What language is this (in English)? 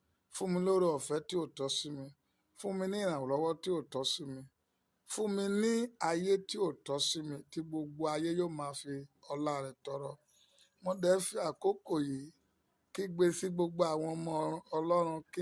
Yoruba